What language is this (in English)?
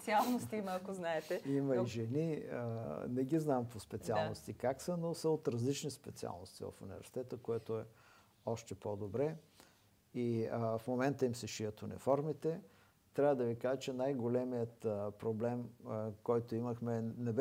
Bulgarian